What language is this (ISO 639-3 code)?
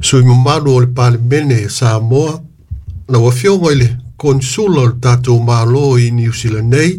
smo